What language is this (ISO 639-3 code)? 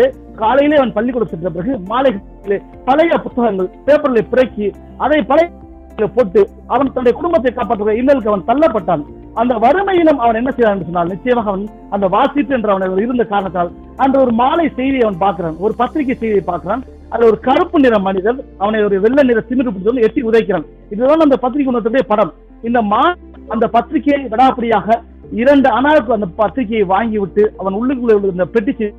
tam